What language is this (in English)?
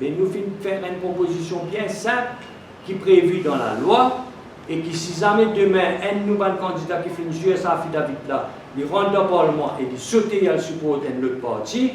Morisyen